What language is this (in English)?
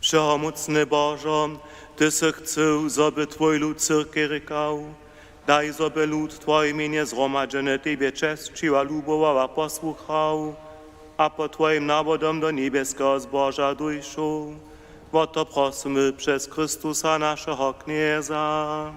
Upper Sorbian